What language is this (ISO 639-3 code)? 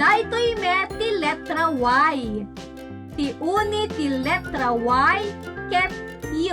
ilo